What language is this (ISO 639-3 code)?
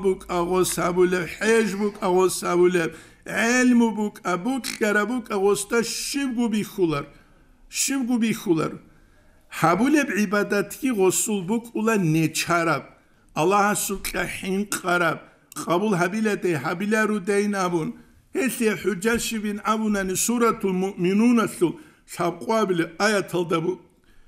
ava